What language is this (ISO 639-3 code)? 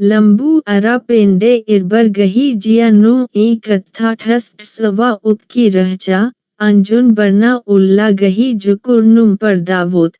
kru